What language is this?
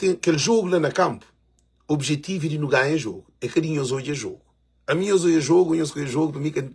Kabuverdianu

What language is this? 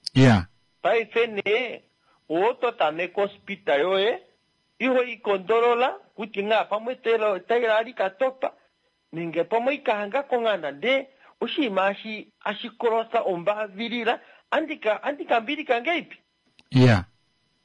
Kuanyama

